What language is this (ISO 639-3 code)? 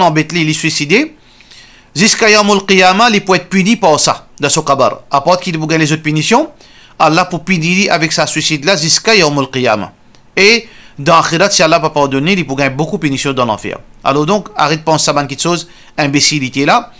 mfe